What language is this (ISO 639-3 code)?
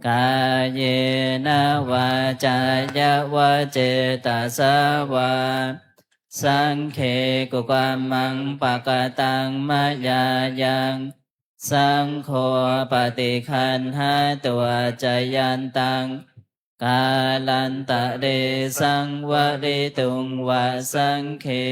pli